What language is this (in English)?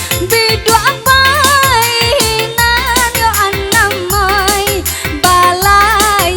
Minangkabau